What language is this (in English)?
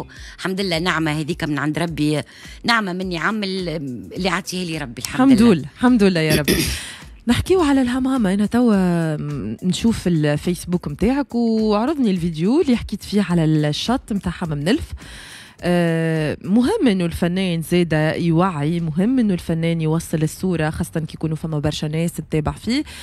Tunisian Arabic